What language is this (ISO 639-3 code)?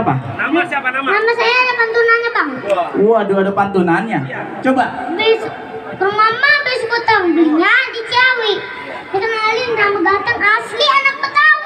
bew